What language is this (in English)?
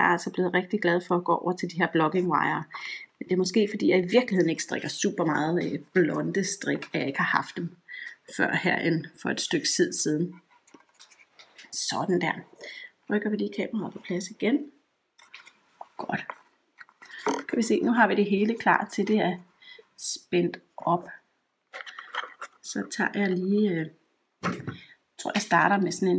Danish